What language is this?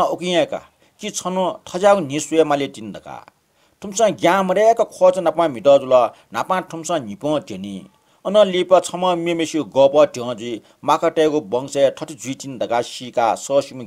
Newari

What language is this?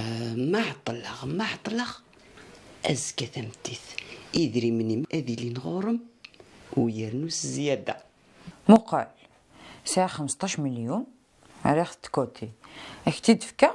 Kabyle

